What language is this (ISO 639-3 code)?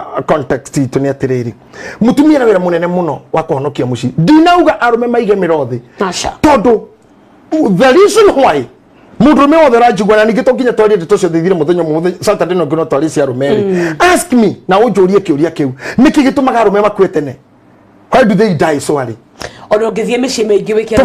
kik